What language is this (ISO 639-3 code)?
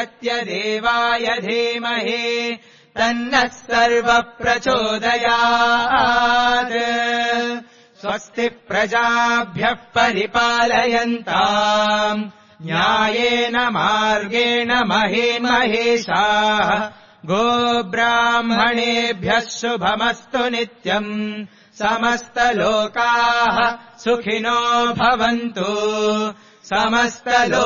san